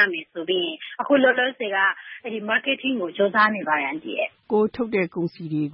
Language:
Burmese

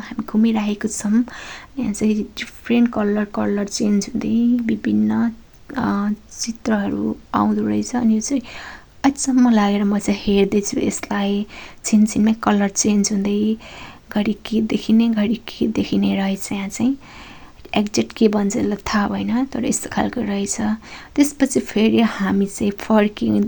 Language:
Nepali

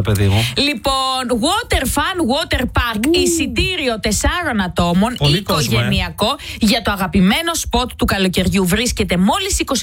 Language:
Greek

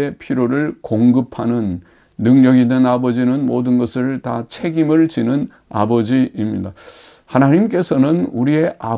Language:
Korean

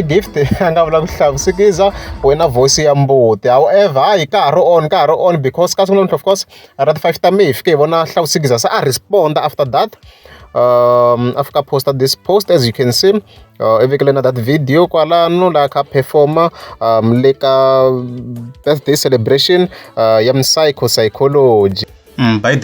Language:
Tsonga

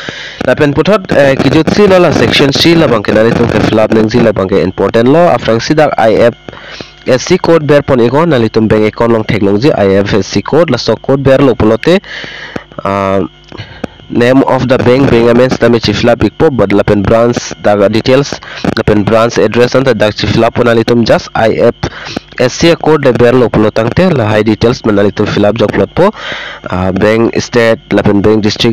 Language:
Karbi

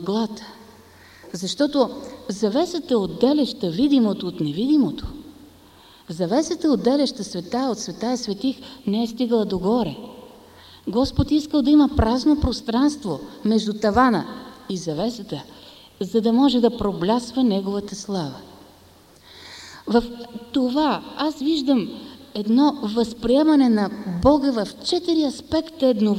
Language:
Bulgarian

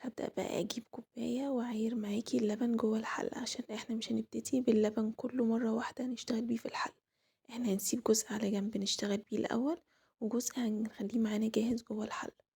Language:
Egyptian Arabic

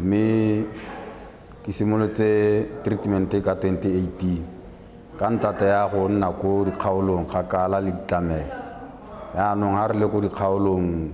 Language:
Tswana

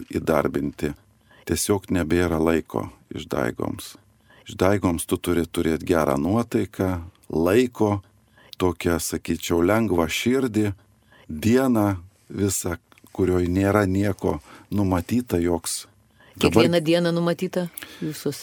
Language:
Lithuanian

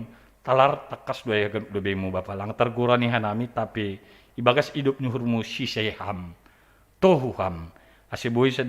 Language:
Batak Simalungun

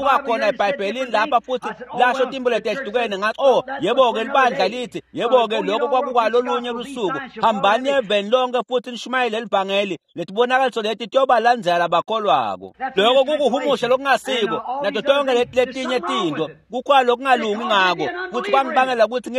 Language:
Swati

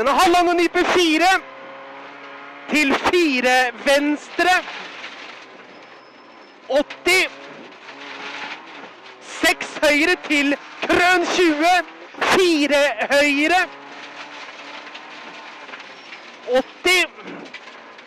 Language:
Norwegian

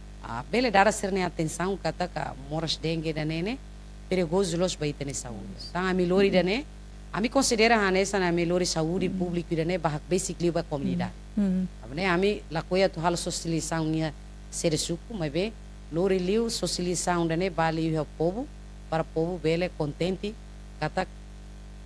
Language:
Tetum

